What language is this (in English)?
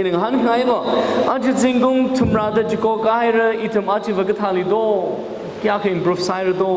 Tangkhul Naga (India)